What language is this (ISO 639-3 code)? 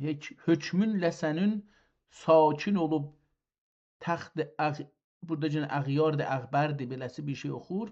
azb